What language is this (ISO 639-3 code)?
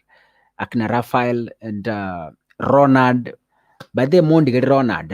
guz